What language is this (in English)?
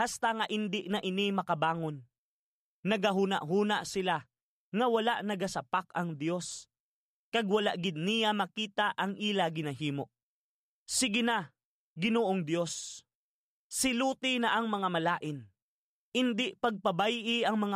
Hiligaynon